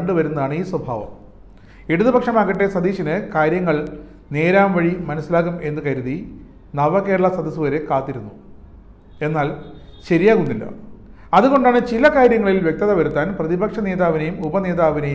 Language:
Malayalam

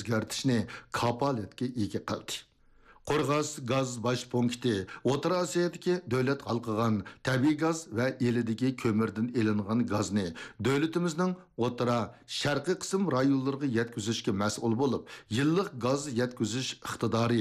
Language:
Uyghur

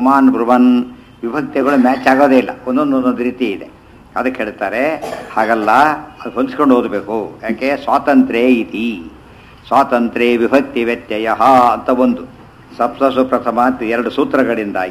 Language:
Kannada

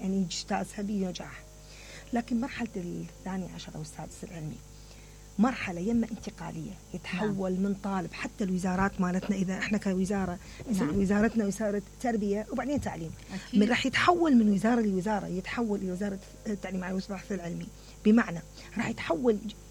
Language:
Mesopotamian Arabic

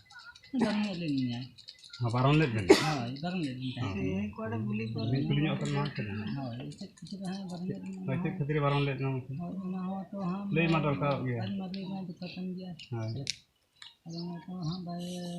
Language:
Santali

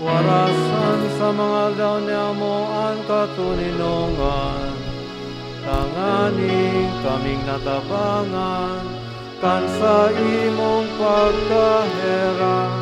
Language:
Bikol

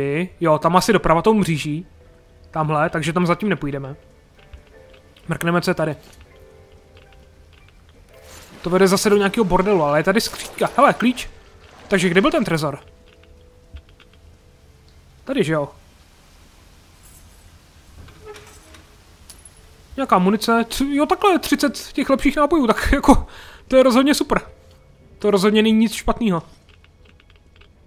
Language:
Czech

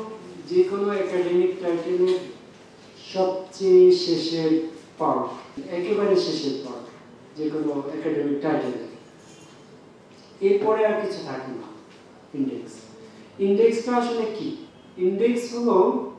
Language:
Bangla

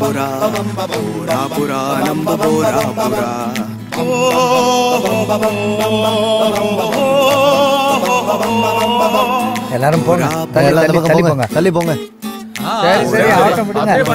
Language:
Tamil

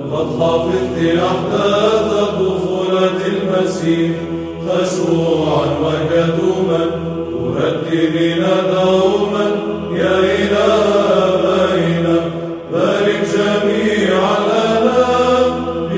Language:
Arabic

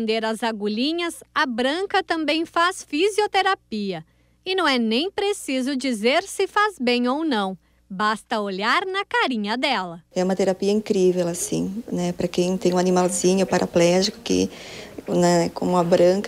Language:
Portuguese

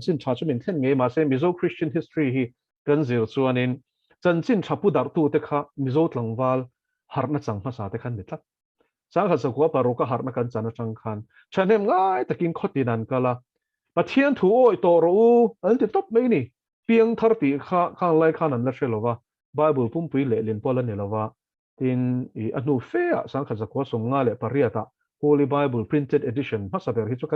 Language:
Mizo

